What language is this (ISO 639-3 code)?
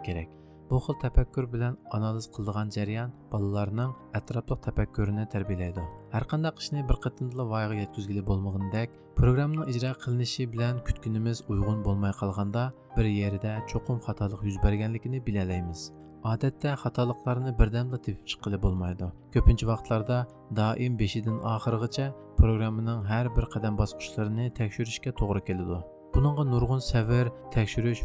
uig